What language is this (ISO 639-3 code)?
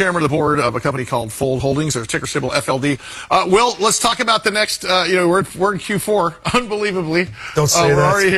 eng